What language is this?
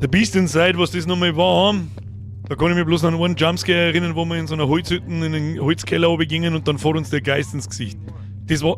Bavarian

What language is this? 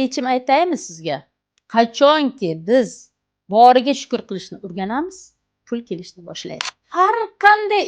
Uzbek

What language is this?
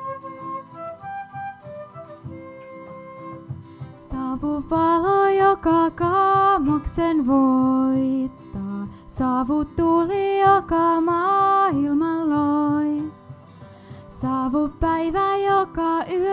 Finnish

